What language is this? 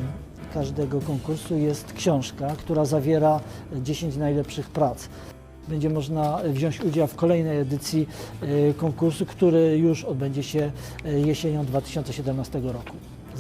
Silesian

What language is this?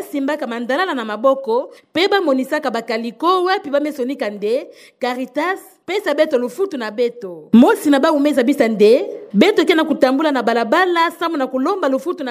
Kituba (Democratic Republic of Congo)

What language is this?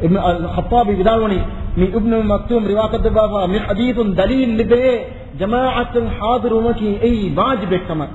Divehi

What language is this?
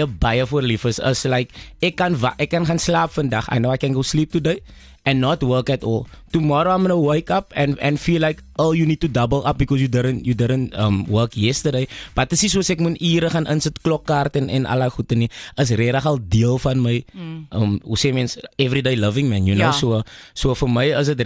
Afrikaans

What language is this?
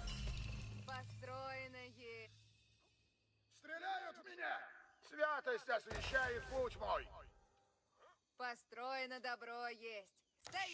Russian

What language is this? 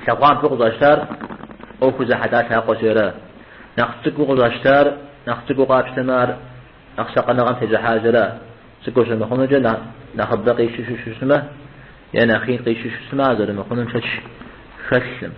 Kabardian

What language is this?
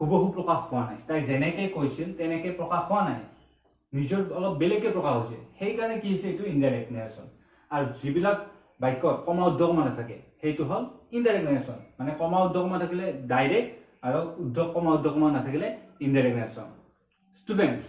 Assamese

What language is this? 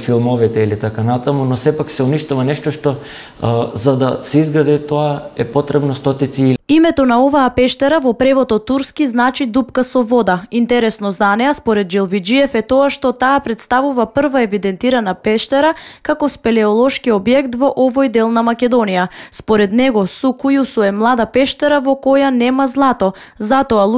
Macedonian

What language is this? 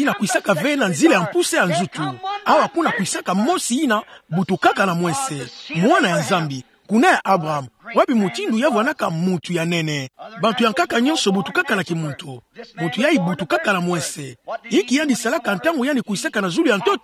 Kituba (Democratic Republic of Congo)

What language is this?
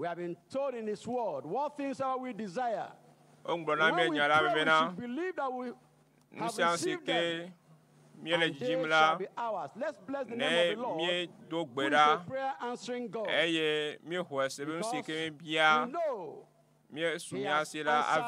Ewe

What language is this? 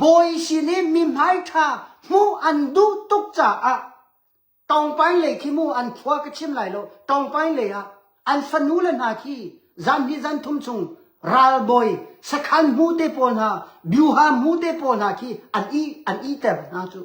Hakha Chin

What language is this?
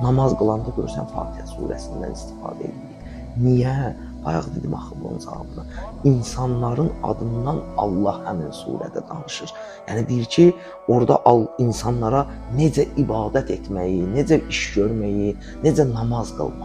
Azerbaijani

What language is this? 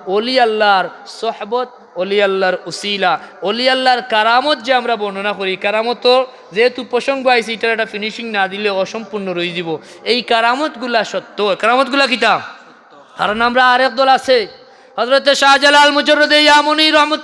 Sylheti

